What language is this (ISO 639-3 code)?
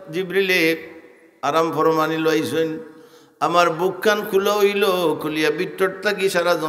syl